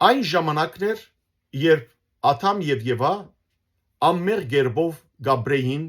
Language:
Western Armenian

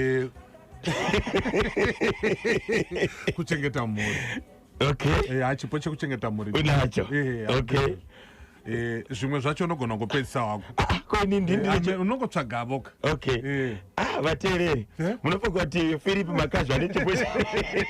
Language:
Shona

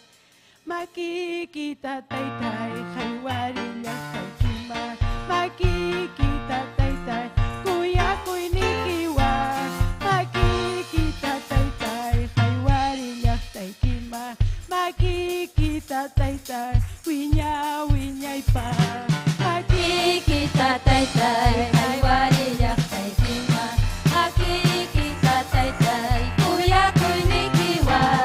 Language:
Ayacucho Quechua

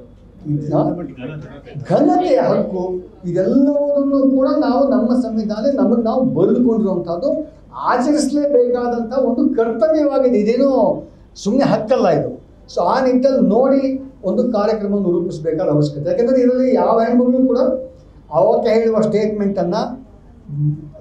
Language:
Kannada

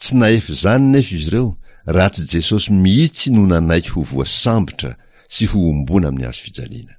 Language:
Malagasy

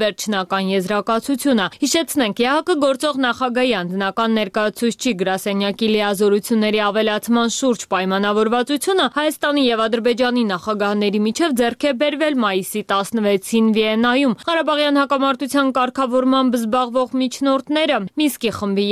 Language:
Armenian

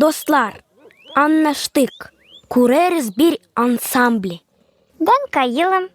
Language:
Gagauz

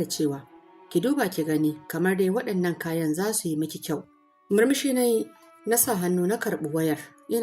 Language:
Hausa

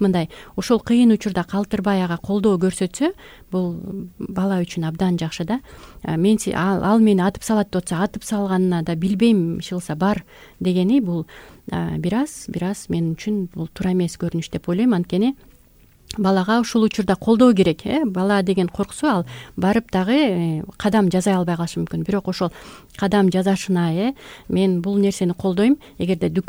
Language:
Kyrgyz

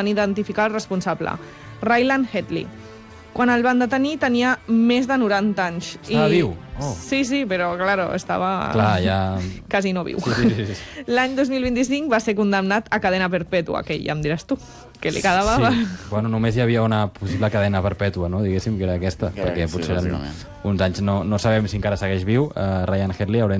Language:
Catalan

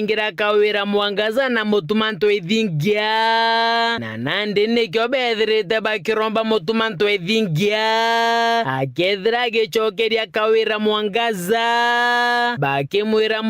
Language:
Meru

